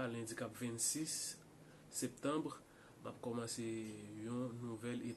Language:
Haitian Creole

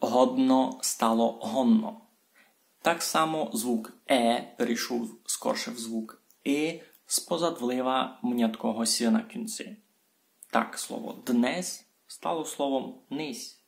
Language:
Rusyn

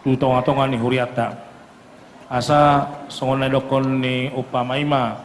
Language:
Batak Toba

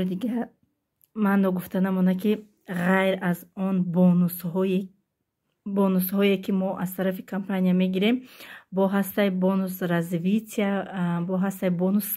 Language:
Tajik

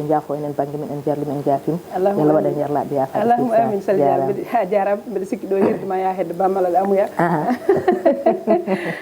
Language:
Fula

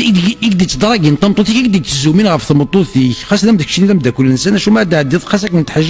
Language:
Kabyle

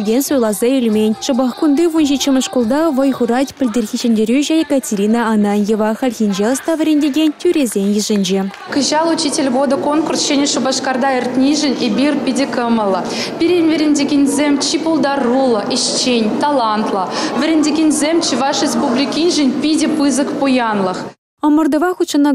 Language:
Chuvash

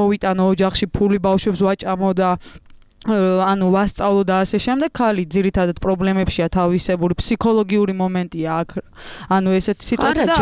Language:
Georgian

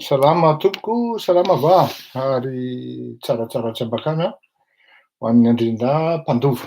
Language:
Malagasy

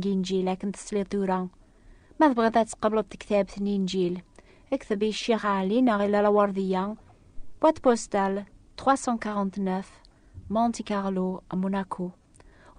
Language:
Kabyle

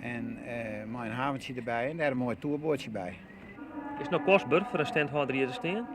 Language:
Western Frisian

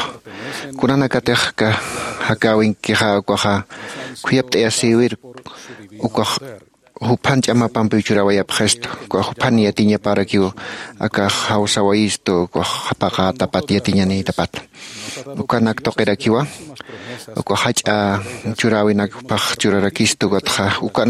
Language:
Aymara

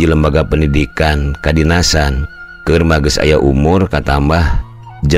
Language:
Sundanese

